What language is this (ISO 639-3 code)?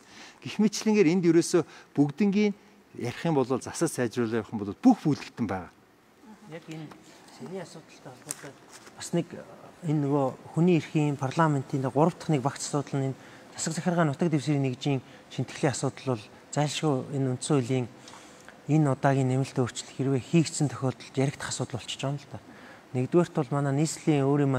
mon